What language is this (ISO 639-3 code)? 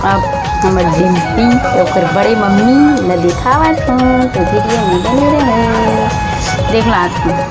hne